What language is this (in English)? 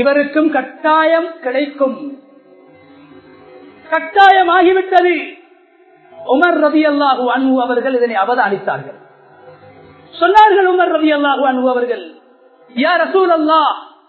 Tamil